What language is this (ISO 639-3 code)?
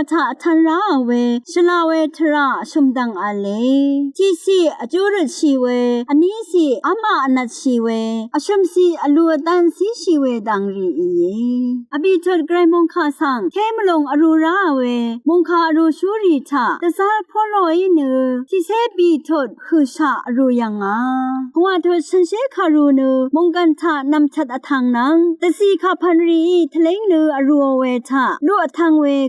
raw